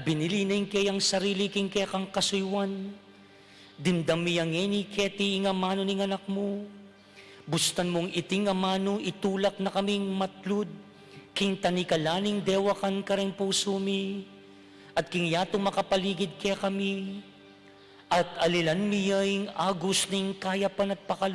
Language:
Pampanga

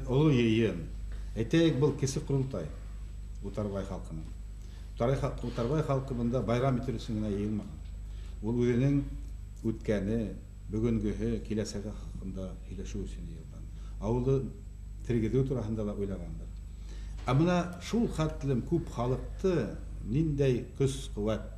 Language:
Bashkir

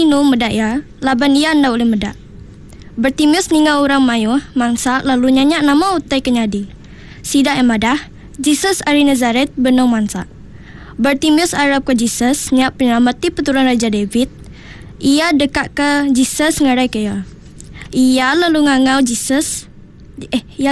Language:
Iban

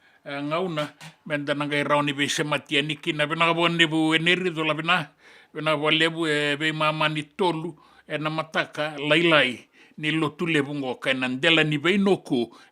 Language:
Fijian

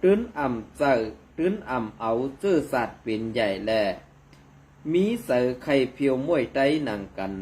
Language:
Shan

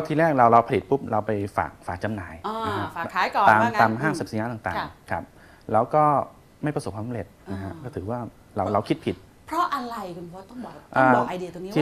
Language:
Thai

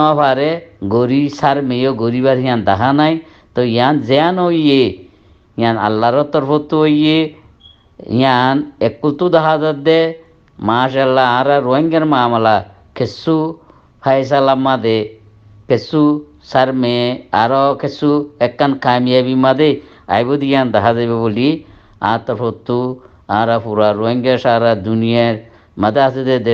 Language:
Rohingya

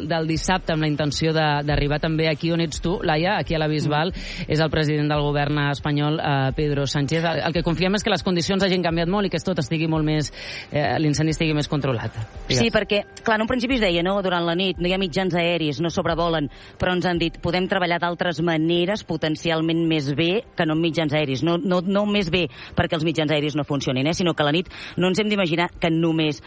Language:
Catalan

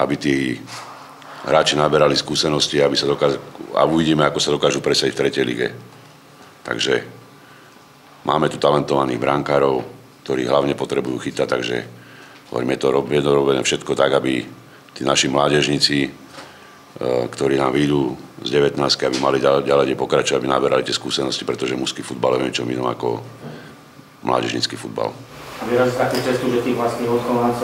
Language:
Slovak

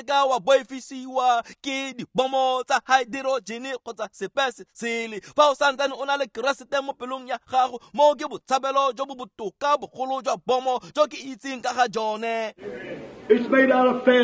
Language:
Tswana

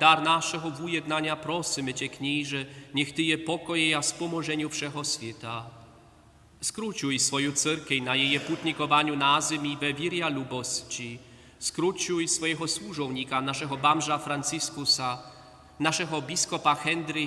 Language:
Upper Sorbian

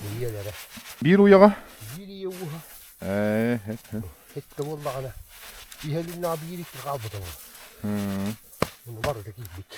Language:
Yakut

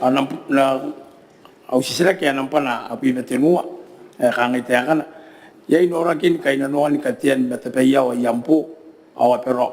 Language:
Gilbertese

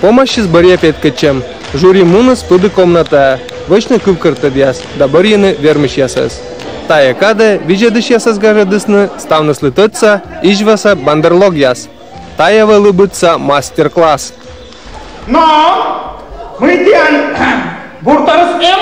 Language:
Komi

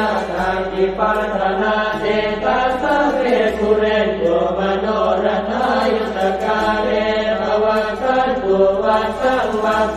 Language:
Pali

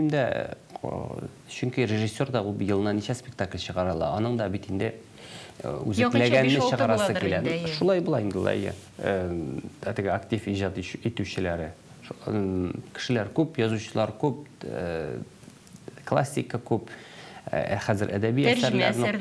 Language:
Tatar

